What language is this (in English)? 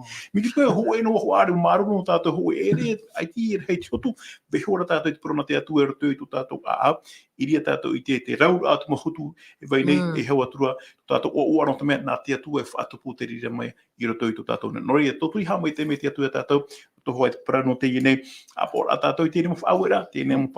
Tahitian